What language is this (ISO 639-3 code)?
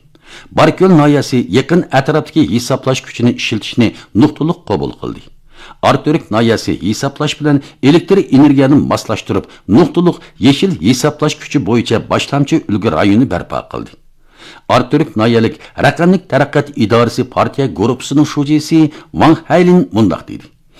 uig